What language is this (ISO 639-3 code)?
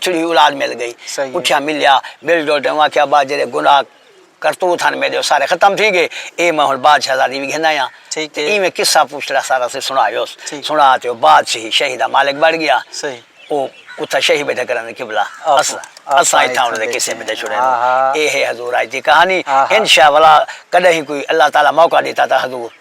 skr